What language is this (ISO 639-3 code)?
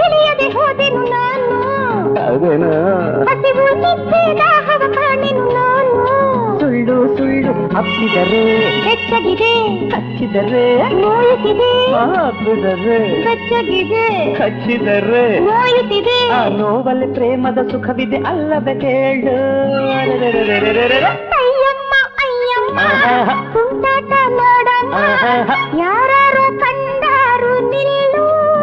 kan